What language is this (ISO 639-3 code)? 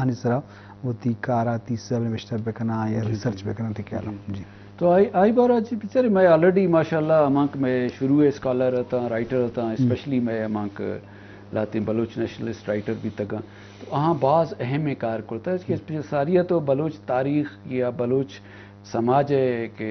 bgp